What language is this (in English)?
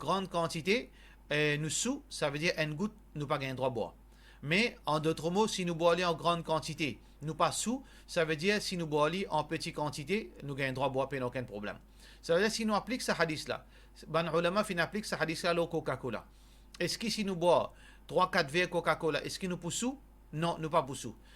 Morisyen